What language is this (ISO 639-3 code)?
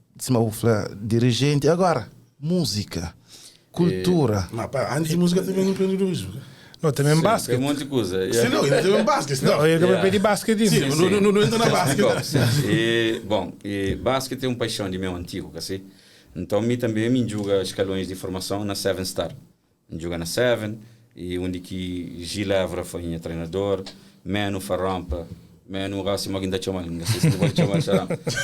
kea